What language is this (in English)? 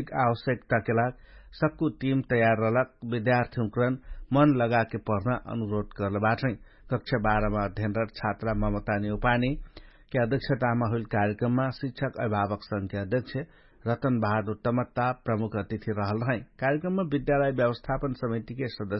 Dangaura Tharu